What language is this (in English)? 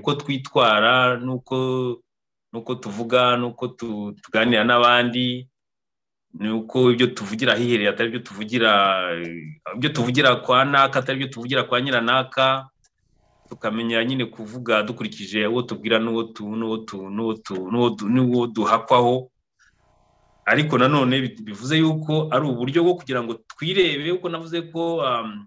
Kinyarwanda